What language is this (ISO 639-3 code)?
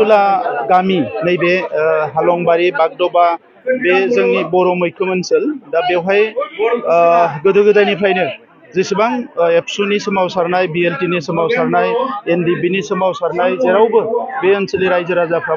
brx